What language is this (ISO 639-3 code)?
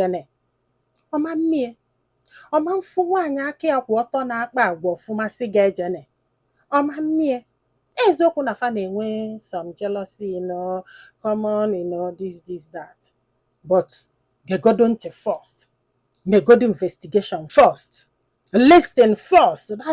ibo